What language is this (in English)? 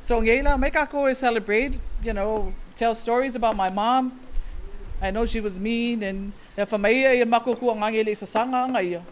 Samoan